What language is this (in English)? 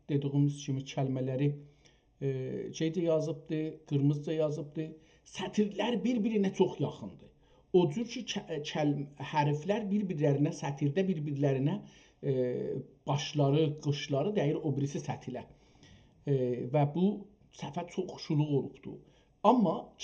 South Azerbaijani